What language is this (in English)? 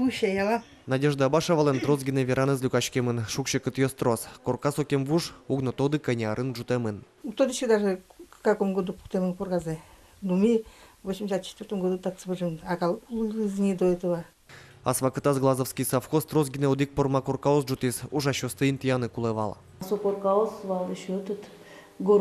Udmurt